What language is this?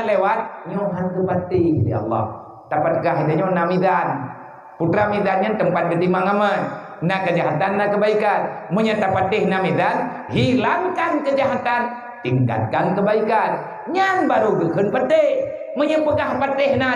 Achinese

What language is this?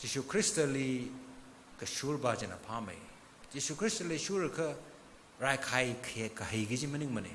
Tangkhul Naga (India)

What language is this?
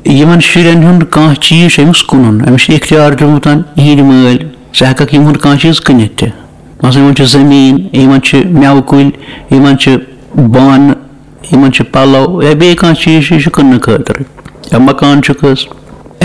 Kashmiri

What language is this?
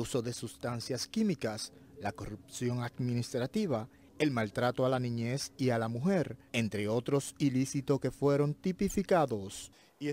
Spanish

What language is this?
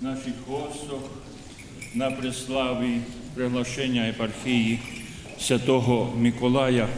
Rusyn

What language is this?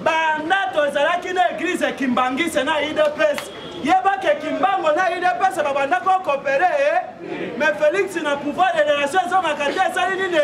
Lingala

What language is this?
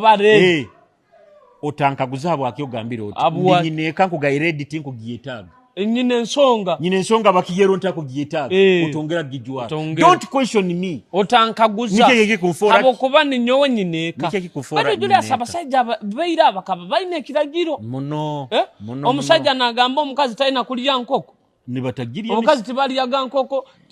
Nyoro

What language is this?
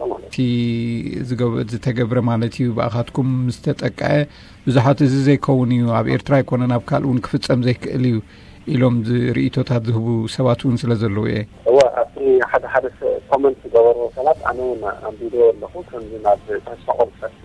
Tigrinya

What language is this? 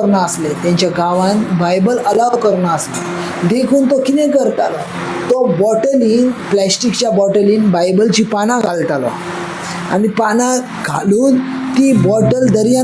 Konkani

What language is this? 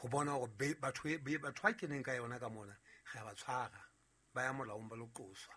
Southern Sotho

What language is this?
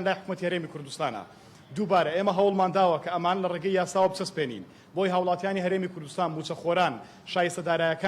Central Kurdish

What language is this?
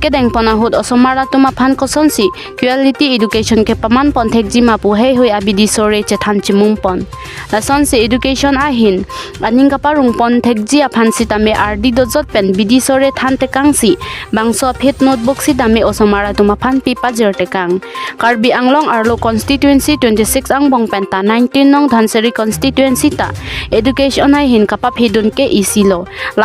Karbi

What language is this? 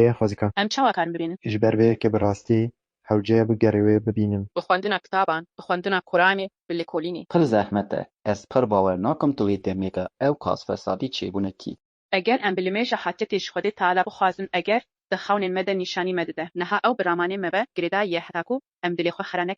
Kurdish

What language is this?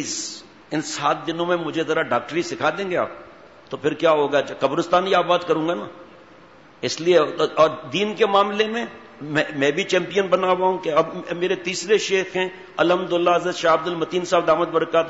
Urdu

